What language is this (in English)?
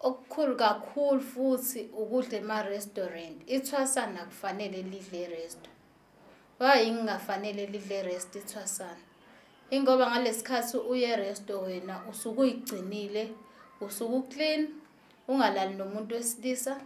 Zulu